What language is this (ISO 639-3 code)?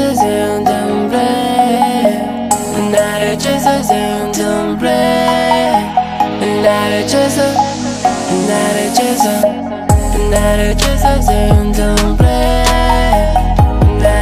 ron